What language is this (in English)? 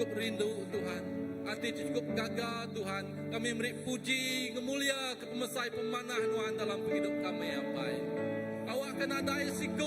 Iban